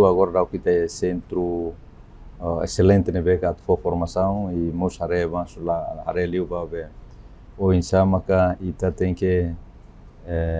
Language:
Tetum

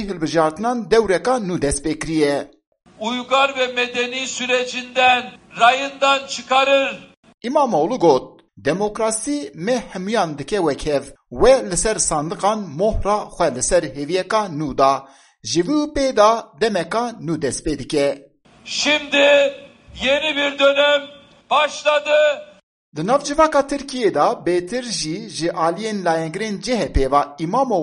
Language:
Kurdish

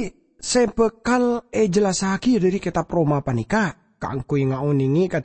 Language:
Madurese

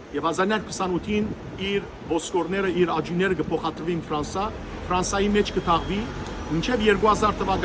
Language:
Western Armenian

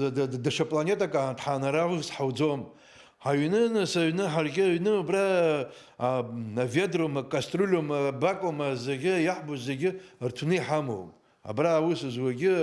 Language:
Abkhazian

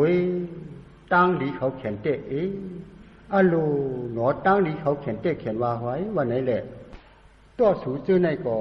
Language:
Shan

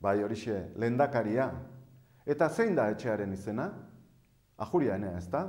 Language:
Basque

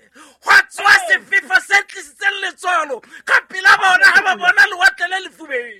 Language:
Southern Sotho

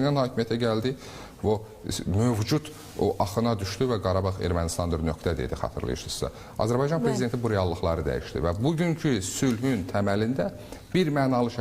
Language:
Azerbaijani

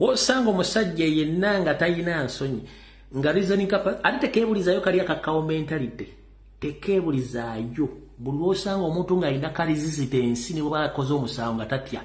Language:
Ganda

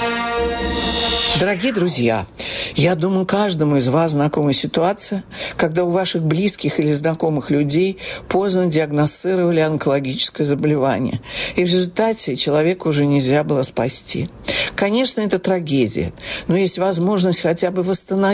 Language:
Russian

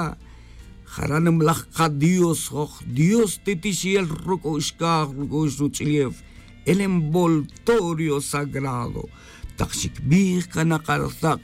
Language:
Tz'utujil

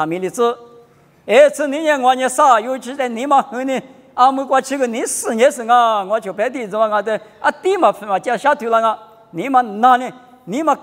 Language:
Lisu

